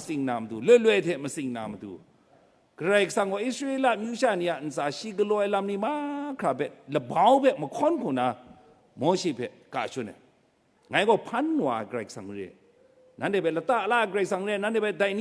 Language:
Kachin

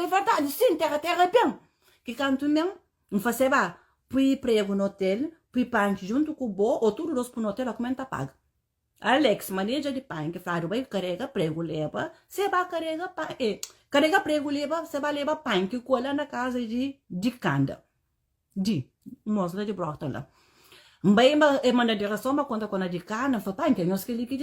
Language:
Kabuverdianu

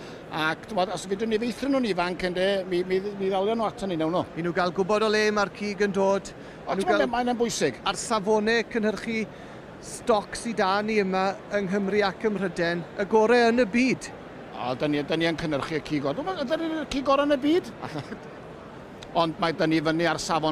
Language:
Welsh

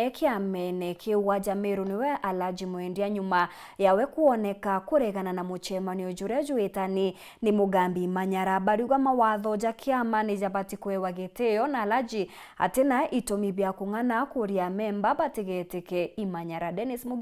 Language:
Meru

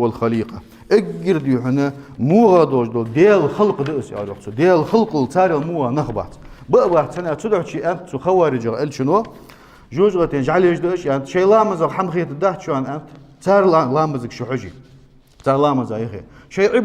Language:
Ingush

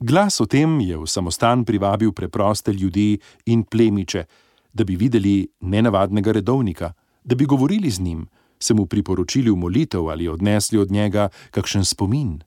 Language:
Slovenian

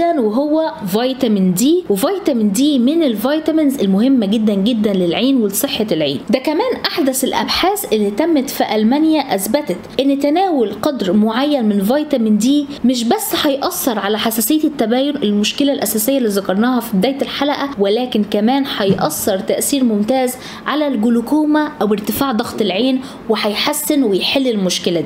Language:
Egyptian Arabic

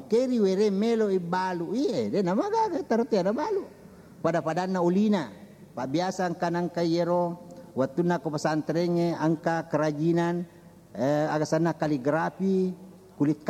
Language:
Buginese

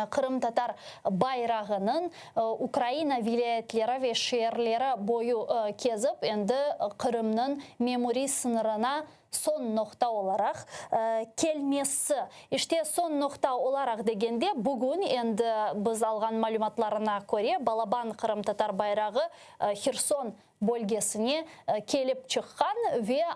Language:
Crimean Tatar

